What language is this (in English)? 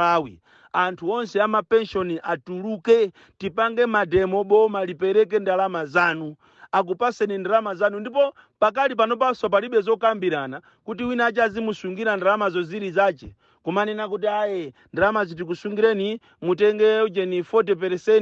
Nyanja